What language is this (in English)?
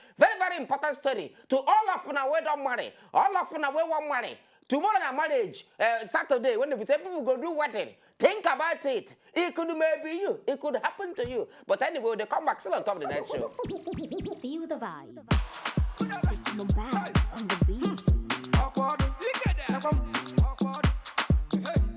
Nigerian Pidgin